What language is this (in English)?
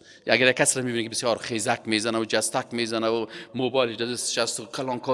Persian